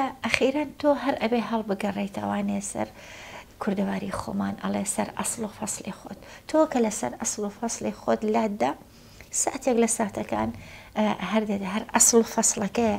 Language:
Central Kurdish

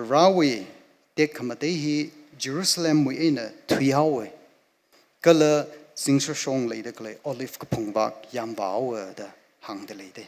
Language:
Tangkhul Naga (India)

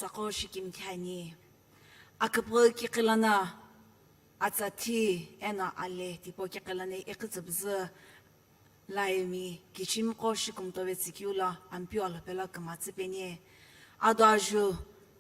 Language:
Sumi Naga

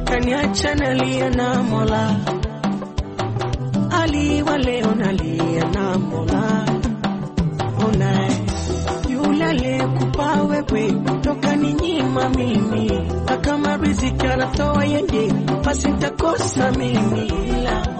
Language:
Swahili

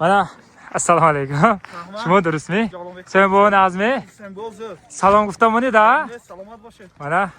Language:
Uzbek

